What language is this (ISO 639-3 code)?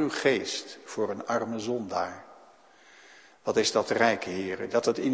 nld